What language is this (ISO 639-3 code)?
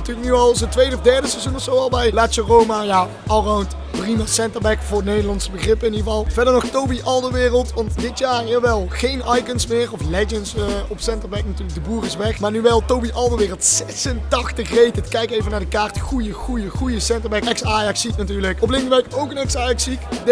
nld